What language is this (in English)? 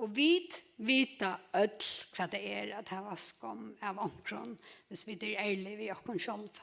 Faroese